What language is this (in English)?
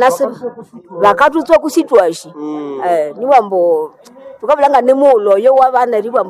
Nande